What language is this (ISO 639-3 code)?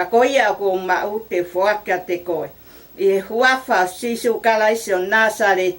ton